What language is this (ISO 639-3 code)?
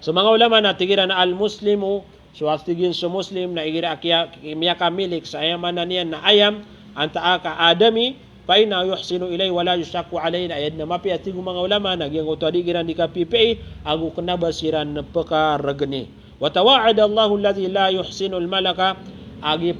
mrw